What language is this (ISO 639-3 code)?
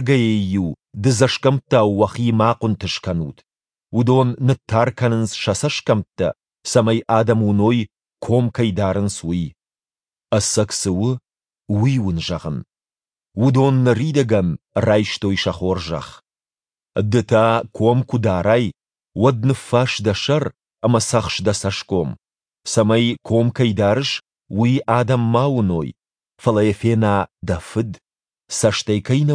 oss